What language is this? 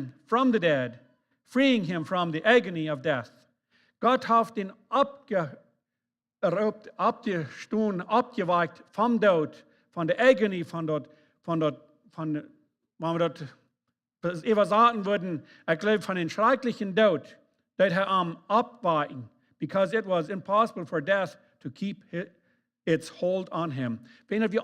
Plautdietsch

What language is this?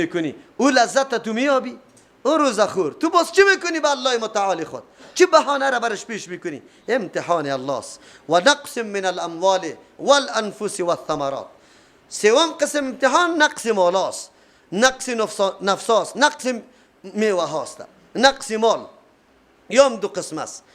Persian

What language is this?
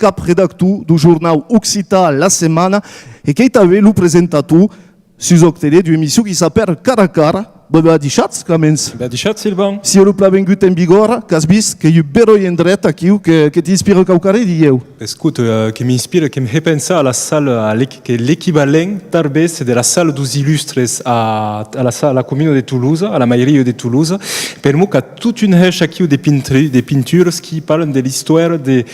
Occitan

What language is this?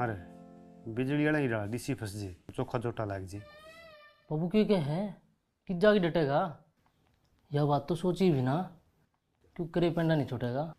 Haryanvi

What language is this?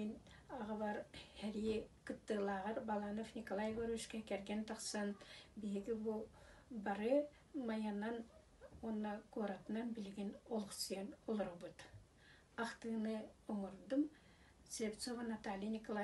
Yakut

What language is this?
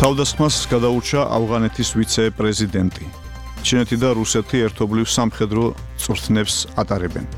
Georgian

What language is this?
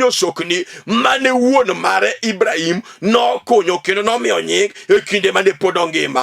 Luo (Kenya and Tanzania)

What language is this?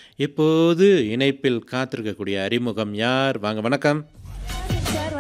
Tamil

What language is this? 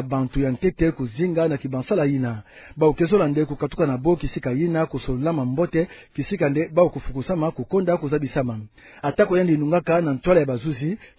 Kituba (Democratic Republic of Congo)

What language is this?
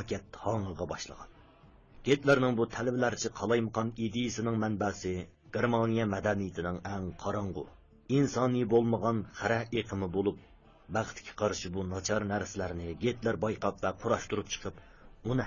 Uyghur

